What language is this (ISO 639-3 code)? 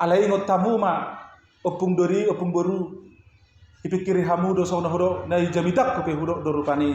bbc